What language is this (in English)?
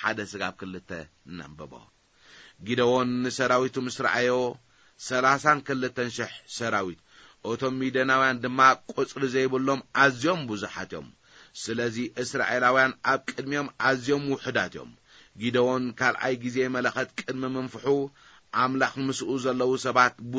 Tigrinya